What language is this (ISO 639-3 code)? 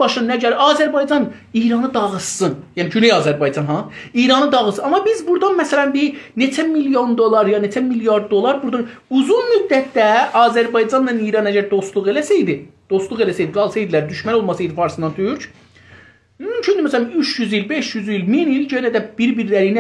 azb